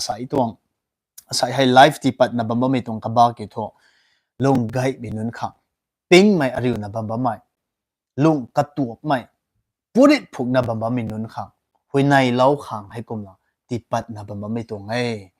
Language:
Rongmei Naga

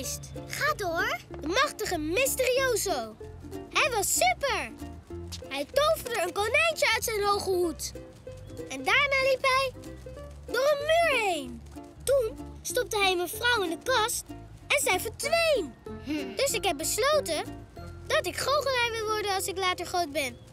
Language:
Dutch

